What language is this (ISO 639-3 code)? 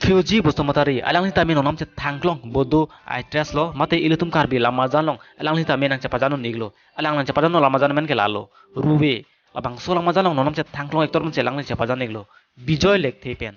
mjw